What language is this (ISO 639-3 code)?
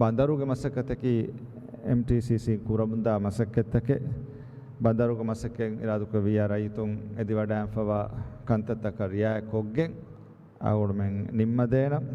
div